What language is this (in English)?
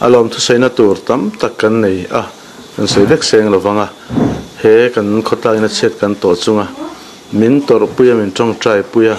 Mizo